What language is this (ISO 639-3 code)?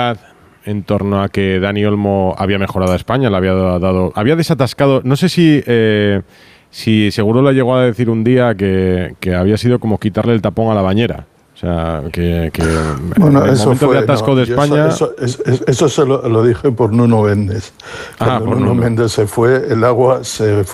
spa